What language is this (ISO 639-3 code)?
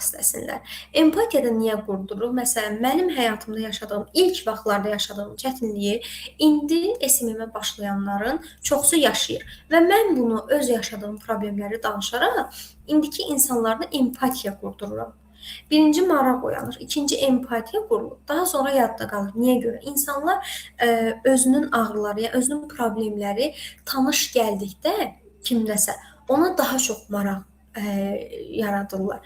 aze